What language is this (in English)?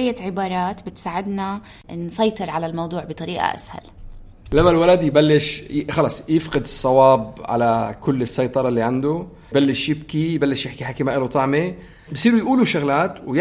North Levantine Arabic